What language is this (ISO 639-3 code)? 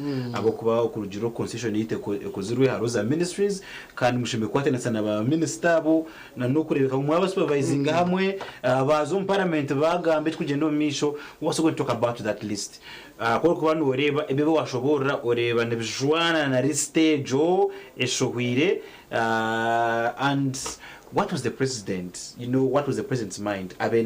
nyn